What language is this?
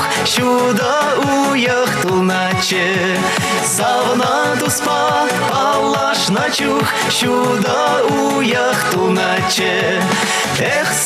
Chuvash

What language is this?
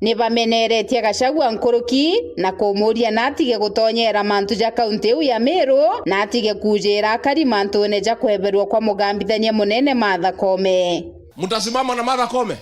Meru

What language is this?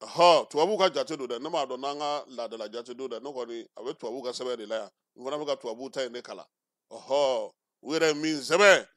Bambara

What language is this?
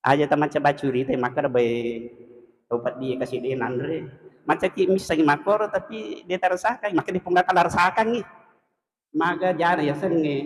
Buginese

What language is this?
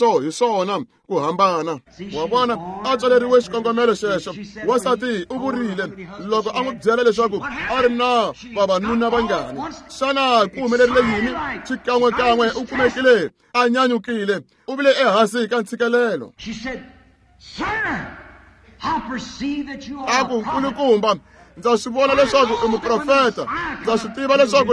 Tsonga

